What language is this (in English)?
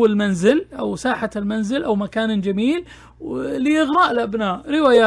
Najdi Arabic